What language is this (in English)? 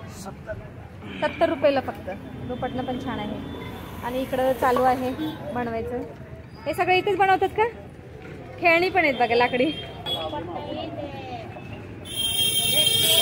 Marathi